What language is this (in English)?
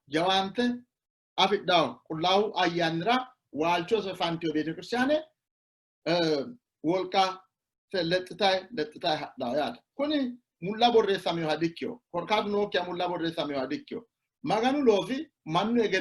Sidamo